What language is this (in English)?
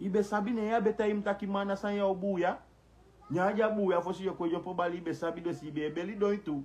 Sranan Tongo